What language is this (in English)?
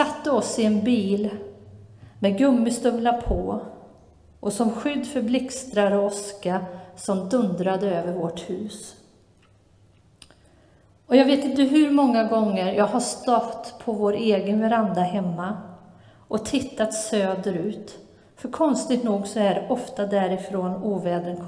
Swedish